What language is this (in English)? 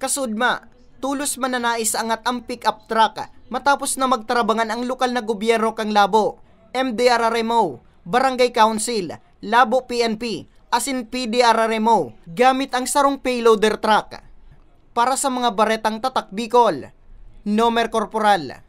Bikol